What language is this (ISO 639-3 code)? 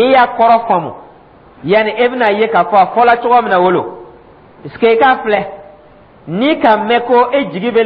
dyu